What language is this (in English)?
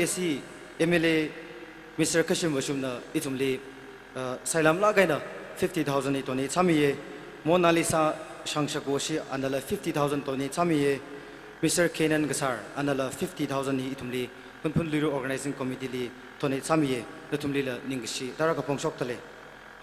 Tangkhul Naga (India)